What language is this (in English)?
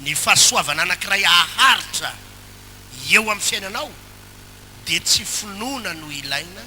Malagasy